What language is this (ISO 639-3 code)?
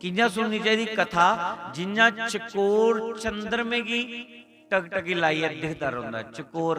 doi